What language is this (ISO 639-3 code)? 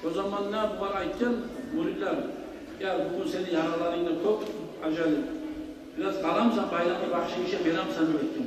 kum